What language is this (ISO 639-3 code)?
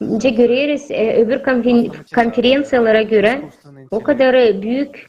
gag